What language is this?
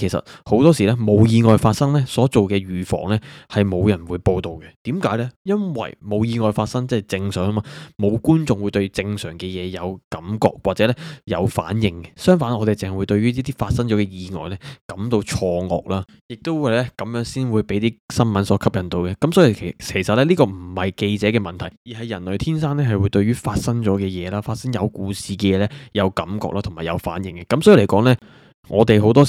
Cantonese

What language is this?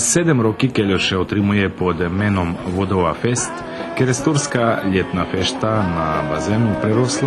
Rusyn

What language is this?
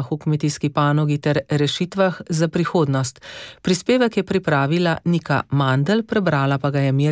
Slovenian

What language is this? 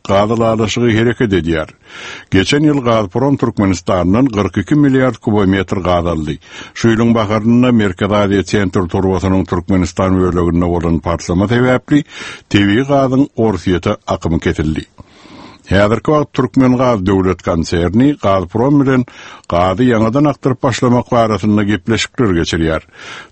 Turkmen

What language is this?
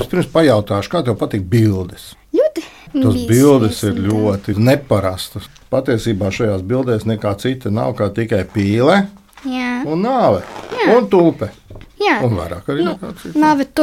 Latvian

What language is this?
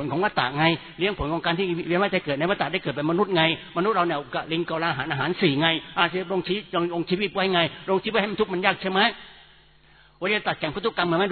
Thai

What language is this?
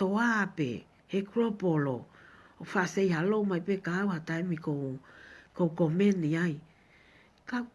Tongan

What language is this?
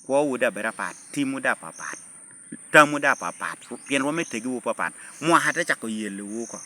Lango (Uganda)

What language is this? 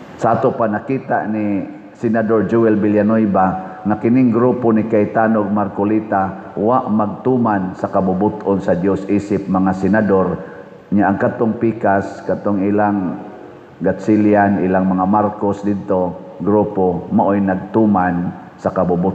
Cebuano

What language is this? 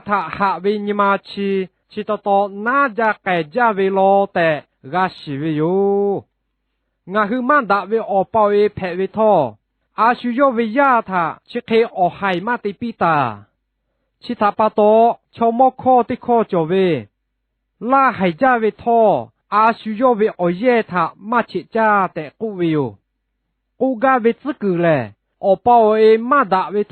Lahu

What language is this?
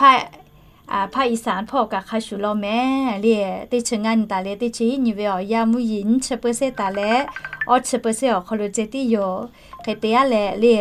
Lahu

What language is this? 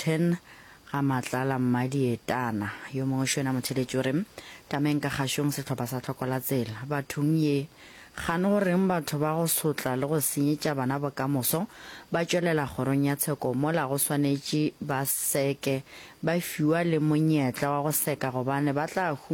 Northern Sotho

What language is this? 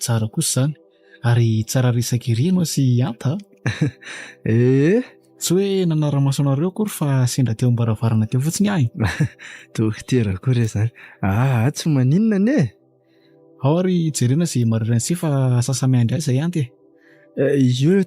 Malagasy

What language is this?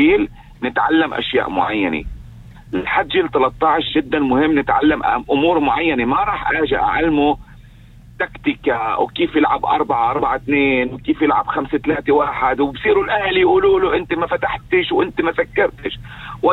North Levantine Arabic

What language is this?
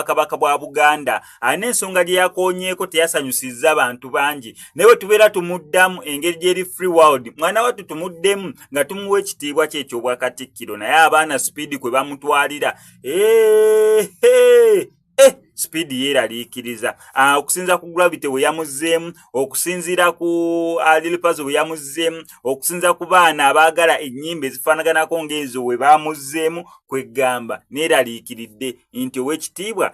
Ganda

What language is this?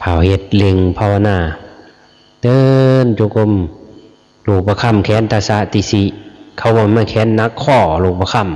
Lao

